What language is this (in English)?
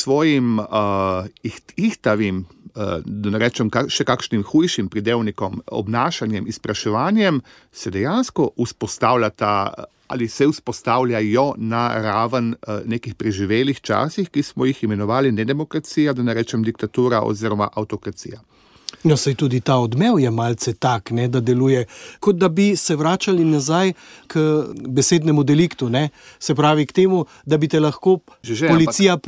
Slovenian